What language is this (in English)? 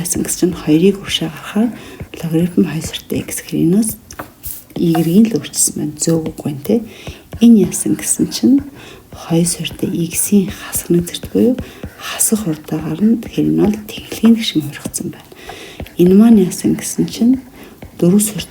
Mongolian